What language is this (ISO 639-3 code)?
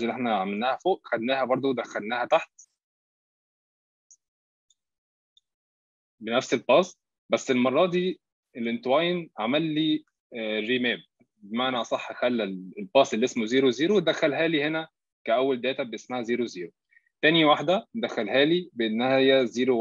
arz